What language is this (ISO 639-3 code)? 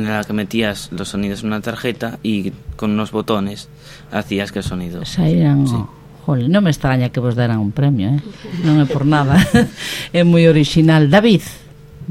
glg